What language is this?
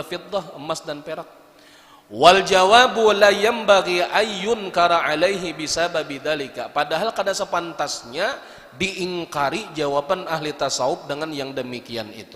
Banjar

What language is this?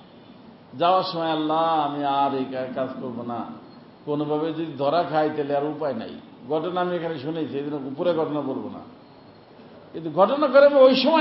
Bangla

